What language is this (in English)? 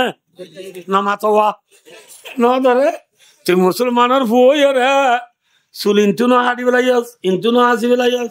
Rohingya